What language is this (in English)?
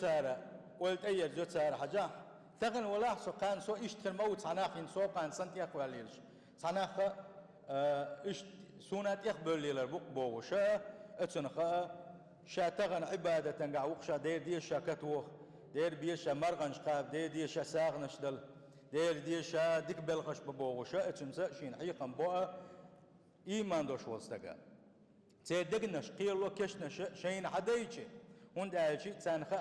Chechen